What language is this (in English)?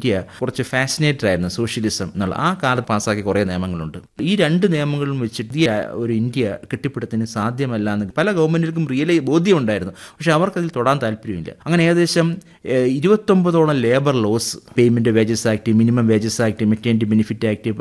Malayalam